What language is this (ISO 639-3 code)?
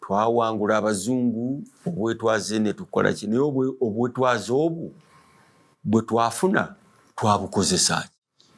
lug